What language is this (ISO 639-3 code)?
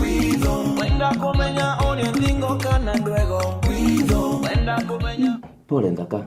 mer